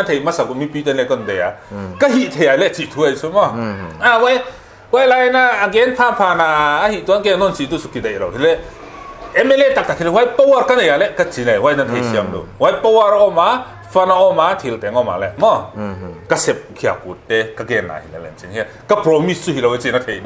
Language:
Paite Chin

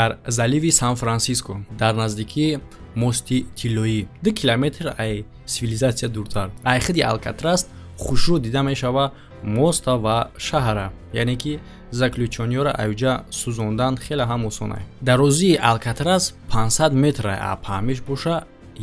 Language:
Tajik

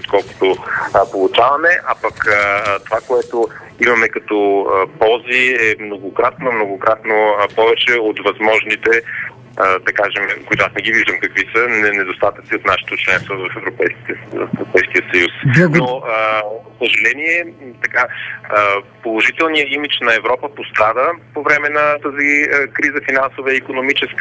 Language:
Bulgarian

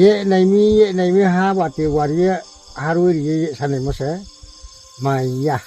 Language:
Riang (India)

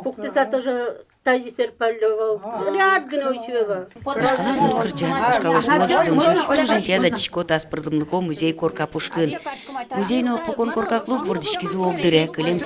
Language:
Udmurt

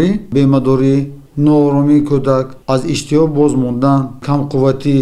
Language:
Tajik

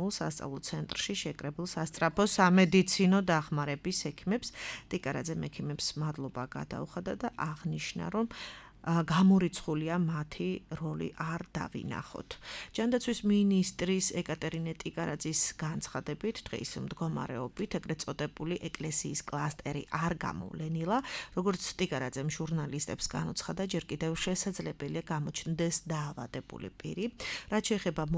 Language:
Georgian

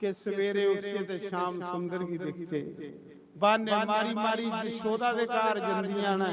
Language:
Dogri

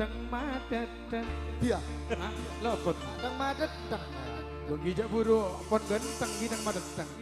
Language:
Madurese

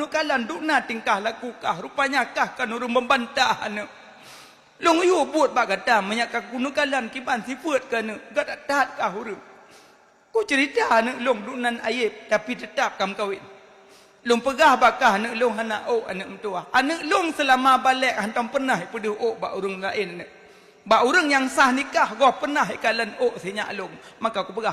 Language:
Achinese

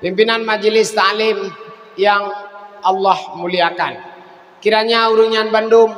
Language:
Achinese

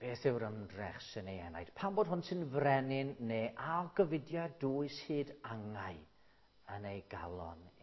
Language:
Welsh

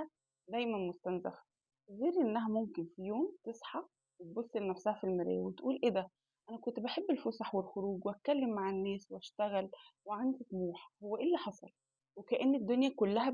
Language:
Egyptian Arabic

